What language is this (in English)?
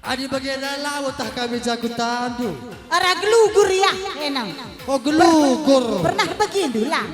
Batak Karo